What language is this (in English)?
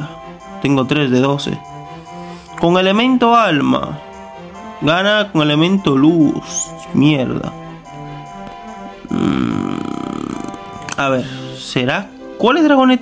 Spanish